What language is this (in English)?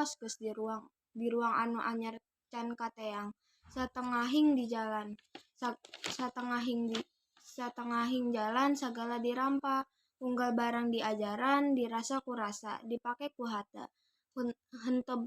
Sundanese